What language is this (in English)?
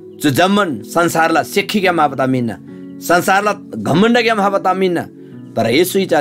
Eastern Tamang